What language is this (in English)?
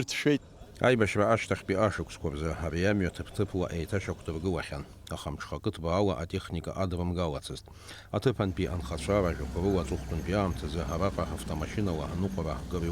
Abkhazian